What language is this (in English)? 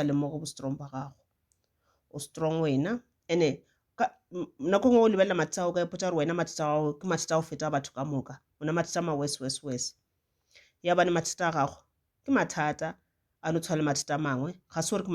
Northern Sotho